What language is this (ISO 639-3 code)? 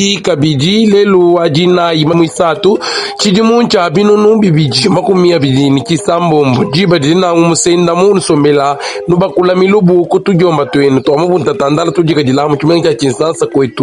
lua